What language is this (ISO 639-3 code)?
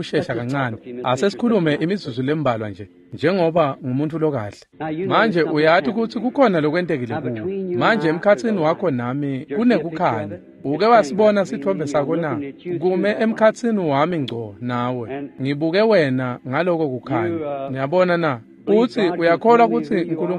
ssw